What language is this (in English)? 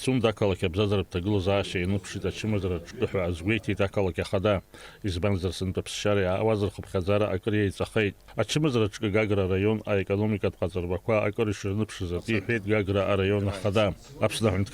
Abkhazian